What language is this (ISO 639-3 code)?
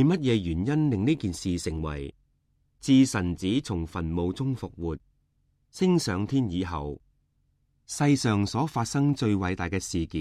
yue